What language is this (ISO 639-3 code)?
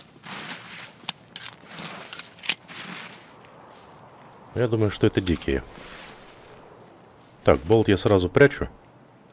rus